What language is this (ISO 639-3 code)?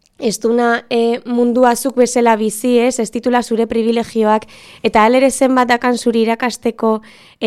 eus